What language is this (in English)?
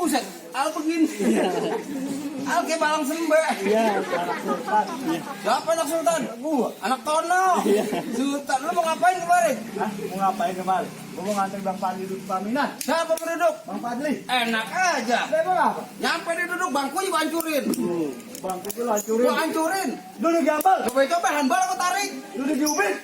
Betawi